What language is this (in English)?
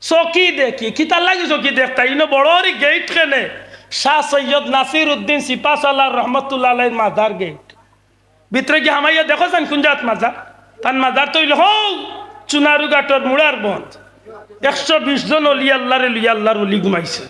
Sylheti